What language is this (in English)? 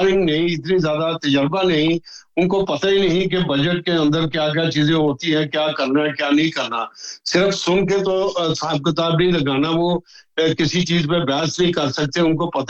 Urdu